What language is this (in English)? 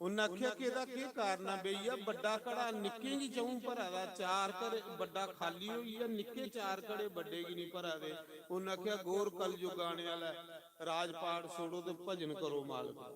Dogri